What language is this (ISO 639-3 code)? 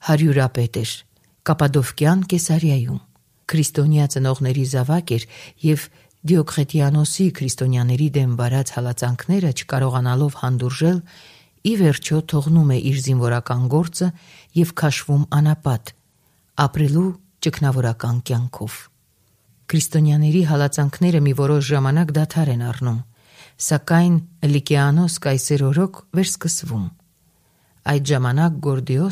hye